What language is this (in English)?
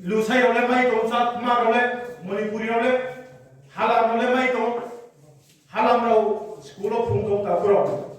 Riang (India)